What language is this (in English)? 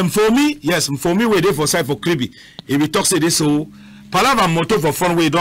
Cameroon Pidgin